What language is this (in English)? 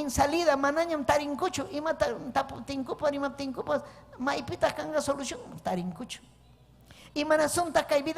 Ayacucho Quechua